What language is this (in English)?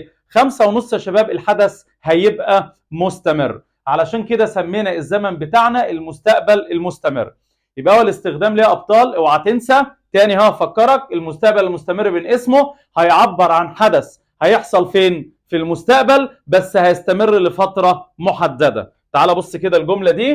Egyptian Arabic